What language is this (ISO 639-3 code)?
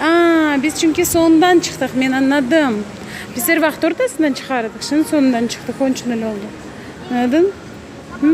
crh